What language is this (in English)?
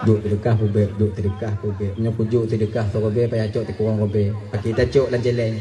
Achinese